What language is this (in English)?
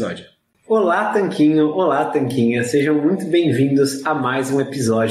Portuguese